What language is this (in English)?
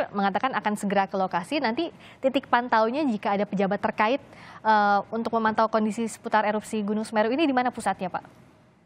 Indonesian